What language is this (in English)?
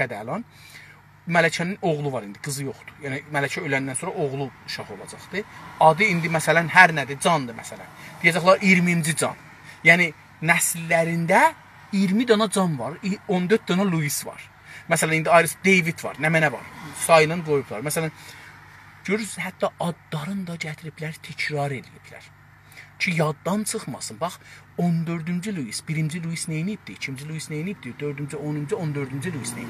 South Azerbaijani